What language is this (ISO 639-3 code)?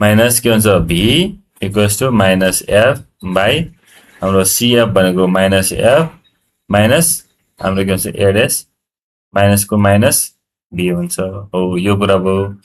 nep